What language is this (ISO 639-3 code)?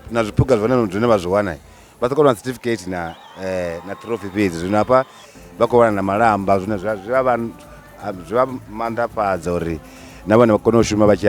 ven